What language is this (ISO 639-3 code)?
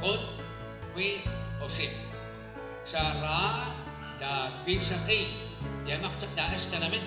kek